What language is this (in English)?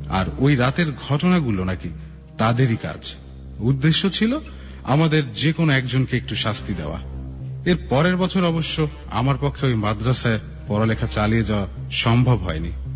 Bangla